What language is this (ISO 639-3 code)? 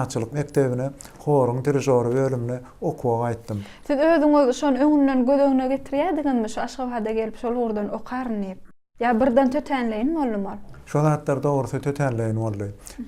tuk